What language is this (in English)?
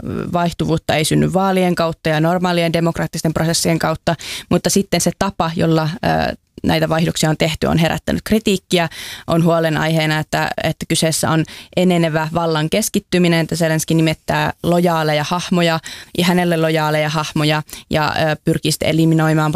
Finnish